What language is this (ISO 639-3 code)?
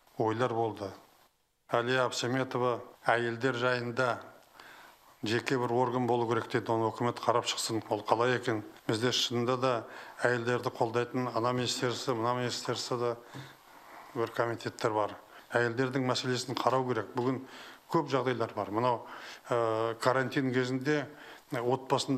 kaz